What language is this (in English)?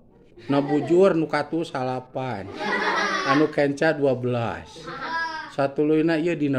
Sundanese